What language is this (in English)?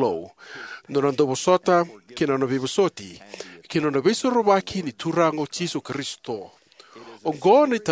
Fijian